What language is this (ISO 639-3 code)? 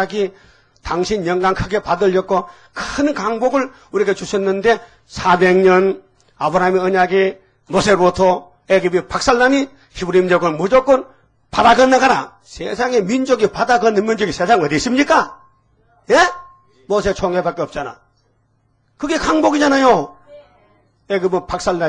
kor